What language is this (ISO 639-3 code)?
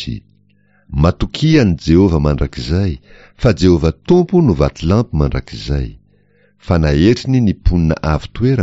mlg